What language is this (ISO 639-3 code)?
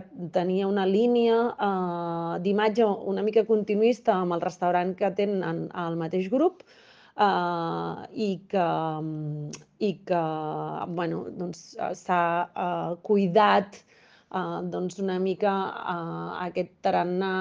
cat